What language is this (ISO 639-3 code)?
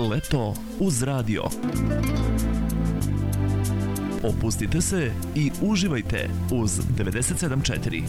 srp